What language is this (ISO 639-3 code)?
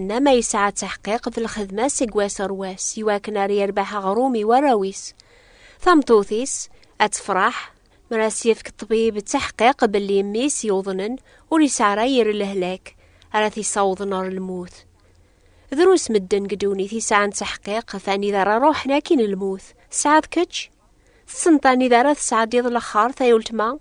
kab